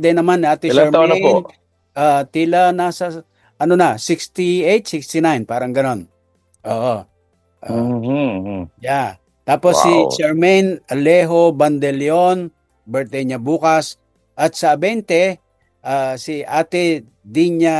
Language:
Filipino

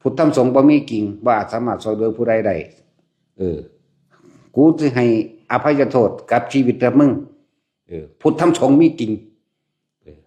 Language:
Lao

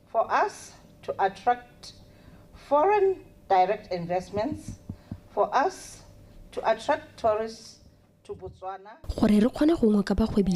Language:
Tswana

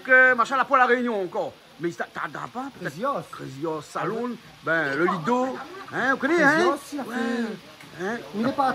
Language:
Réunion Creole French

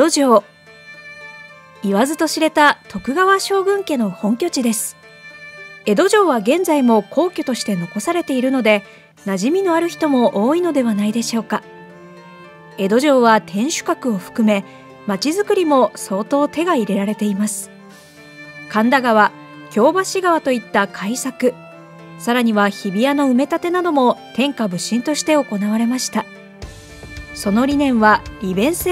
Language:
Japanese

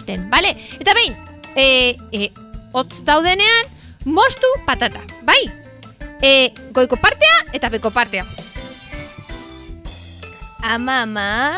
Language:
Basque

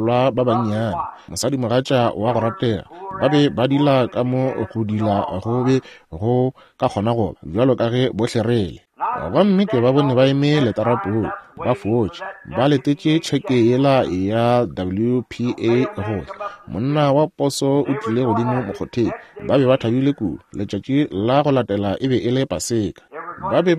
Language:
Northern Sotho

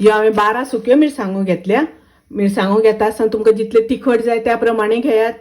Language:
Konkani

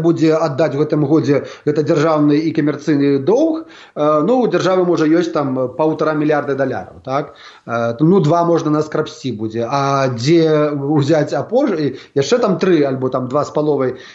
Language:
Belarusian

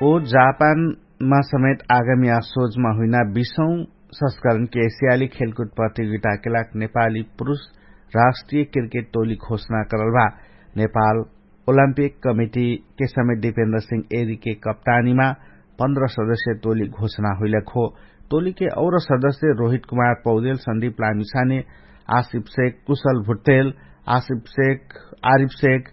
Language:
Dangaura Tharu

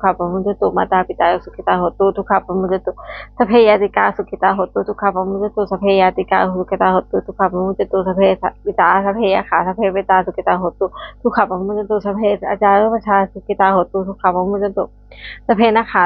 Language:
Pali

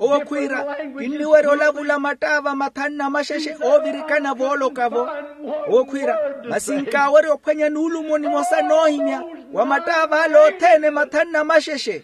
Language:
Makhuwa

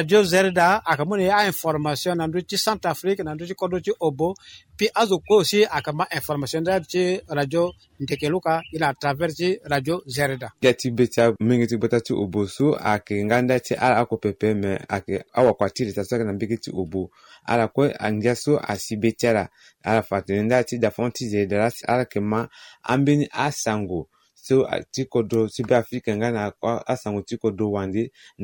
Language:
Sango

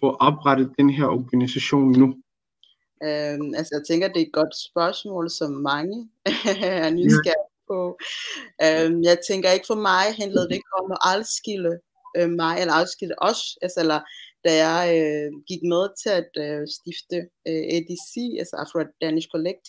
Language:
Danish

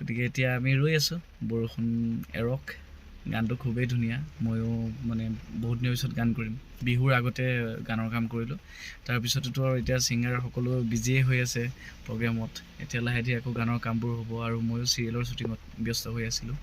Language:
Assamese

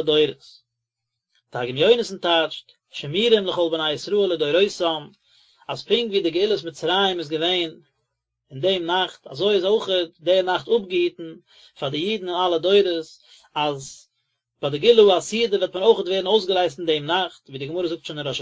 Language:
Yiddish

